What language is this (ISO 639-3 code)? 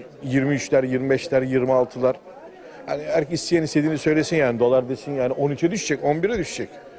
tur